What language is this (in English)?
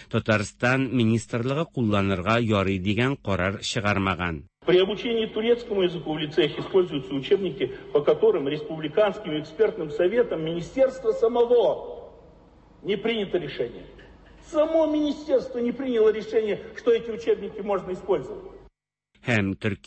Tatar